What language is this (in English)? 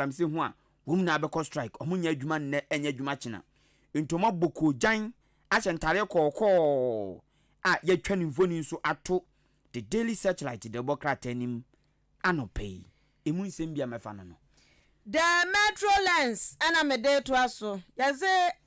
Akan